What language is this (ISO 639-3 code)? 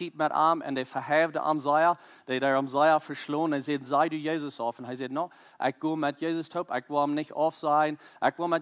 pdt